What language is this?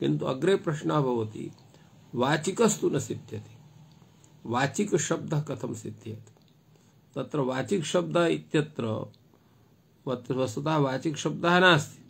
Sanskrit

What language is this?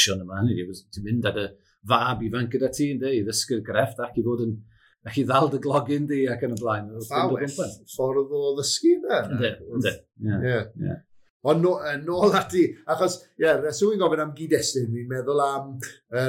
Welsh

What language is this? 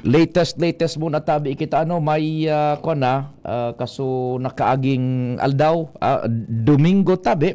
Bikol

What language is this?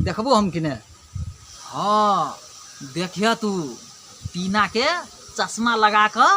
Maithili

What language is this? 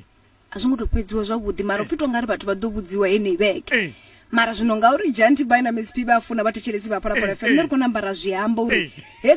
Venda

